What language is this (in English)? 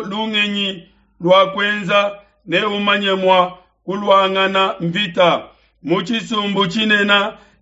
Luba-Lulua